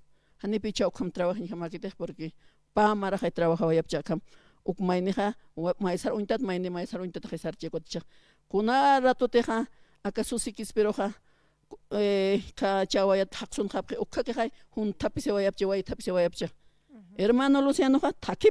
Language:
Aymara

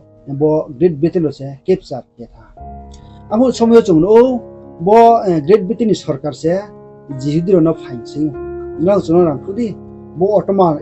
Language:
Riang (India)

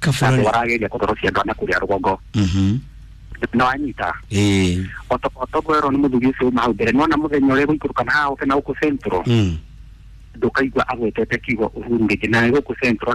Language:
Kikuyu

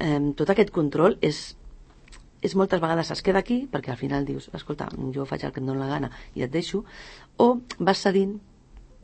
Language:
Catalan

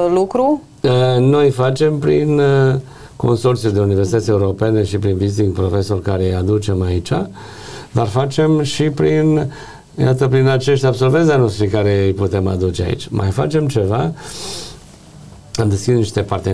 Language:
Romanian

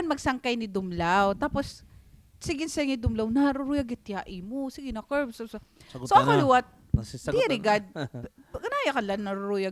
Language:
Waray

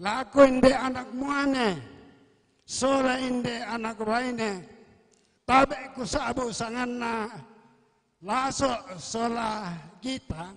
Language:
Toraja-Sa'dan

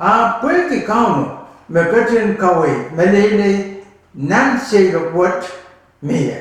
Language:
Pohnpeian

